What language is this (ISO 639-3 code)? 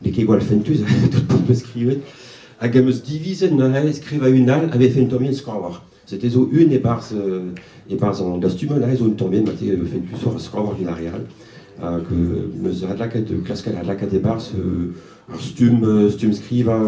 bre